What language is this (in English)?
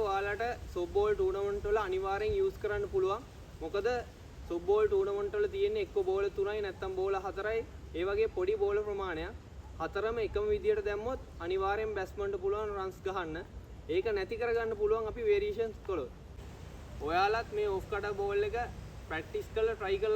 Sinhala